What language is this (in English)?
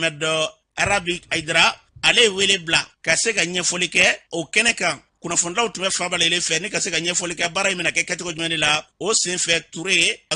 Bambara